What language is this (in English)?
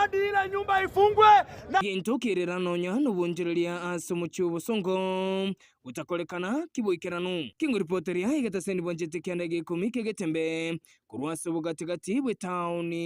Gusii